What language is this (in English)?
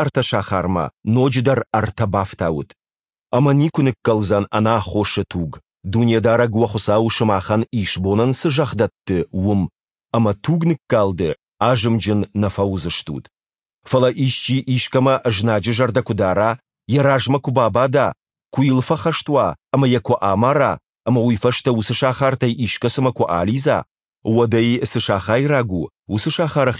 Ossetic